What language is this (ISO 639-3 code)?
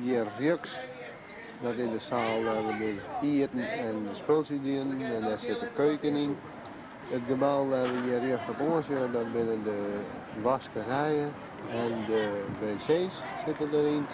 fry